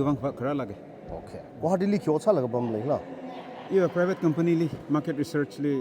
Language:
Tangkhul Naga (India)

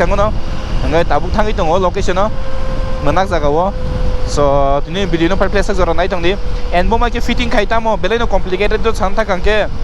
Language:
Kok Borok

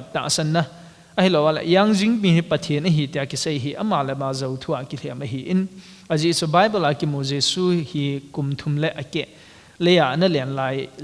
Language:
Thado Chin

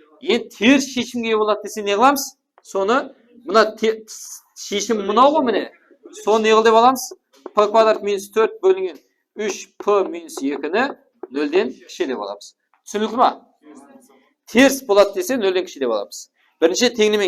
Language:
Kara-Kalpak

